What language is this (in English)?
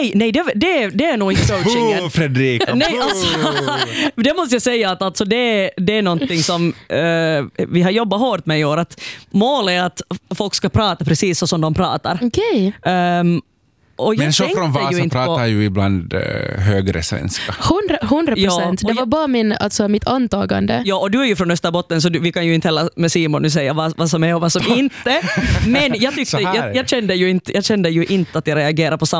Swedish